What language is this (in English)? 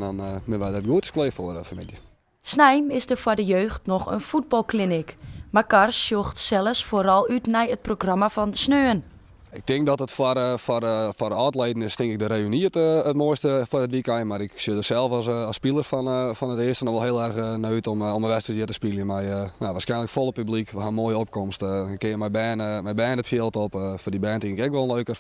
Western Frisian